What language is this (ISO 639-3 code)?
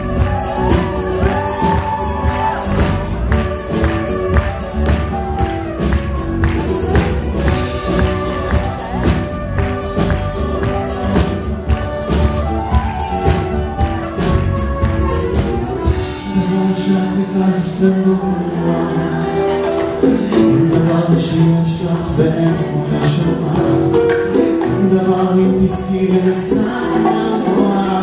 heb